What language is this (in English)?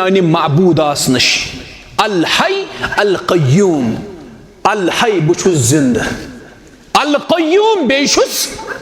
Kashmiri